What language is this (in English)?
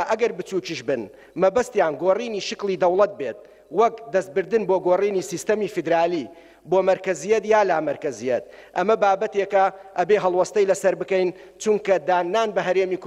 Central Kurdish